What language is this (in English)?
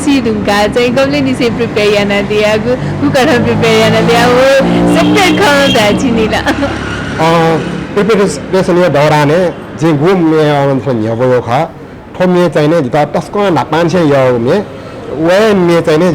Newari